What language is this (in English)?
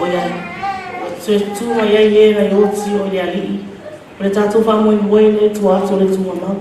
Samoan